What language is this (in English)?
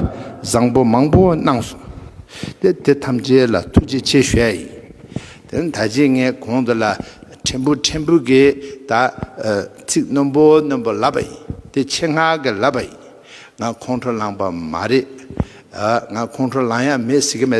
Tibetan